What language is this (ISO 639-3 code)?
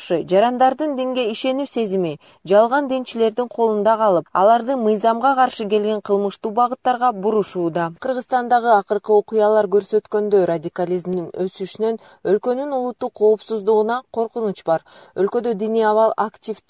kir